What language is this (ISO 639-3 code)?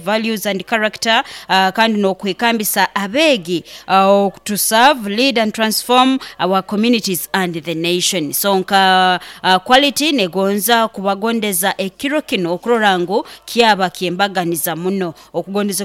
nyo